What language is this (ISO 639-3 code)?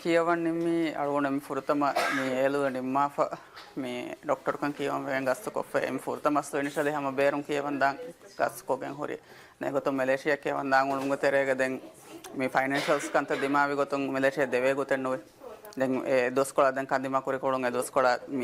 div